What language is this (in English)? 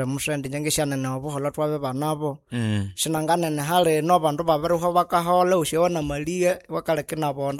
Nande